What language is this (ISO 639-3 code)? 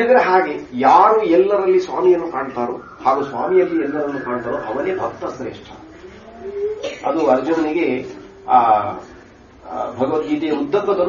kan